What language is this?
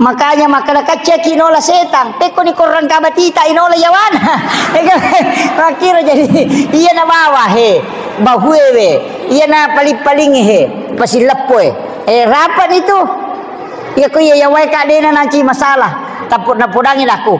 Buginese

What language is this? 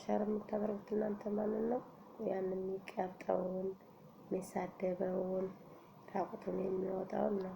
Amharic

